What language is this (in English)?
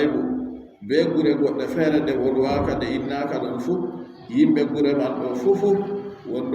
Adamawa Fulfulde